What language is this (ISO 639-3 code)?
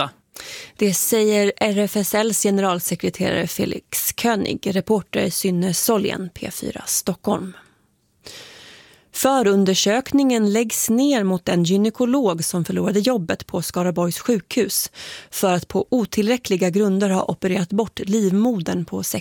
swe